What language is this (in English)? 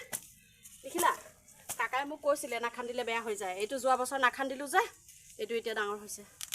Assamese